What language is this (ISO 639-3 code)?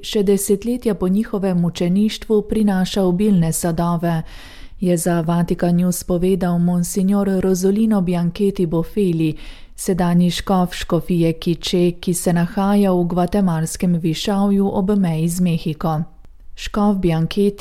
slv